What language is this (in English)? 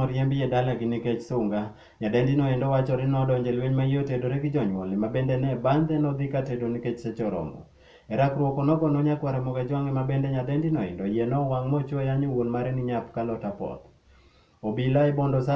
Luo (Kenya and Tanzania)